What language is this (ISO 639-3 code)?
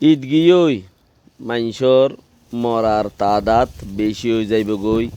rhg